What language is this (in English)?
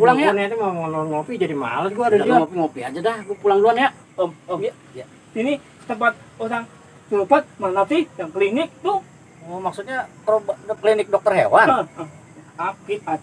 Betawi